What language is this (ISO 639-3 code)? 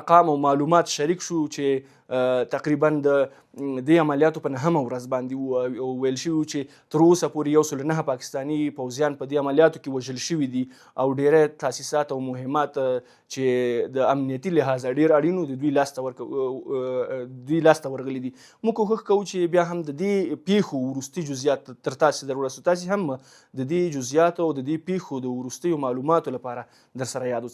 pus